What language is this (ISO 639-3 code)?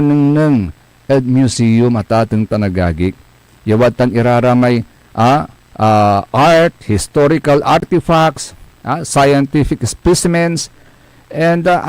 pag